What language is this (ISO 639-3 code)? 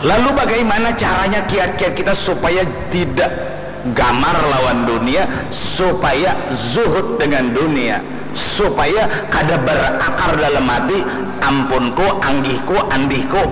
bjn